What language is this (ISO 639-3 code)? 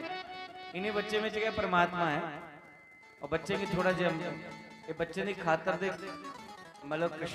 doi